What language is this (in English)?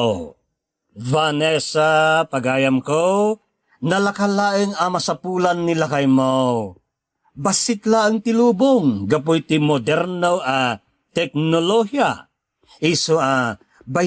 Iloko